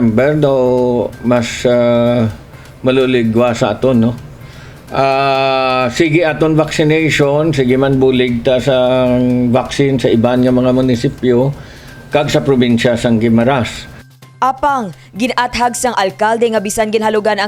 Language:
Hiligaynon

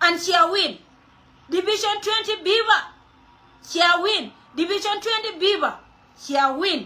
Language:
Nuer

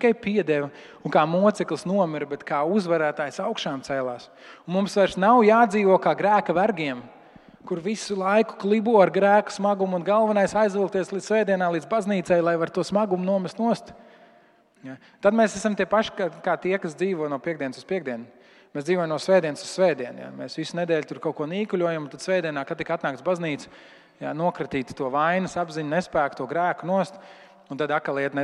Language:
Latvian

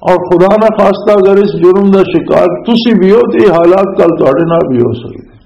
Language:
Western Panjabi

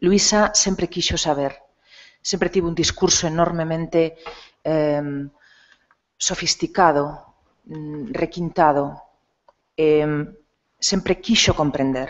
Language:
Galician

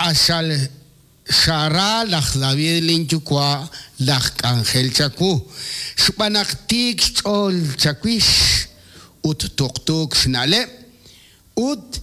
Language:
Kekchí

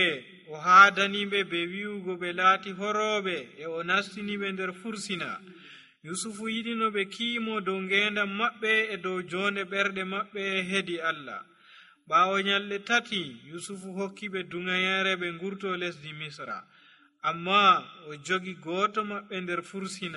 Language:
Nigerian Fulfulde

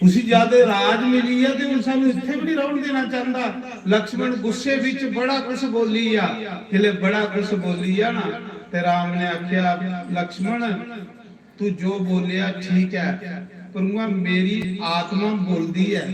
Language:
Dogri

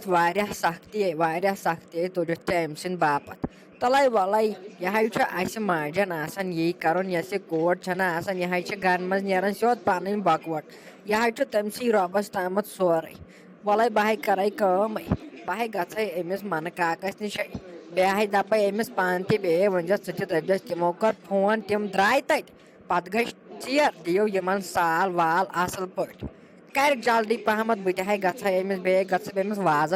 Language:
Kashmiri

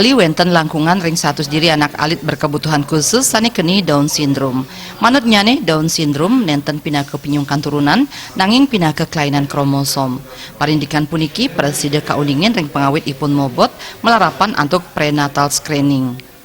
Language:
Balinese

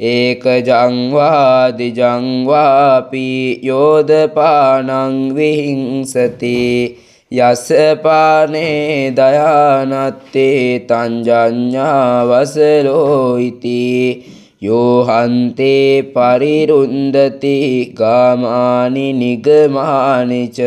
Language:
Pali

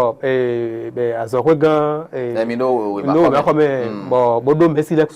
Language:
Fon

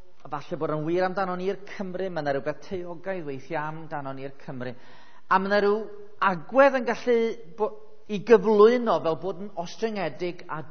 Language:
Welsh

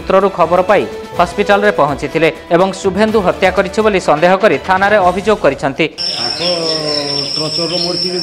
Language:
Odia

